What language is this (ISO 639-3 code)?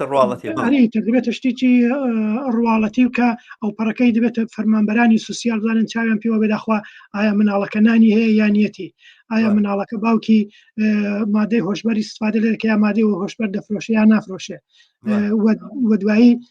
ckb